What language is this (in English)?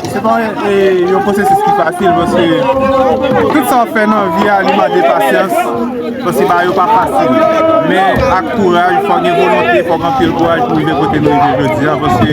Haitian Creole